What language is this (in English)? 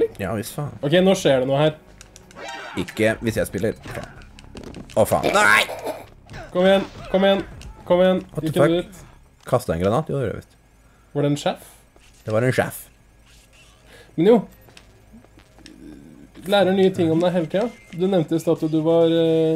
Norwegian